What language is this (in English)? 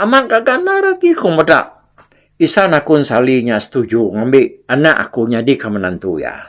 Iban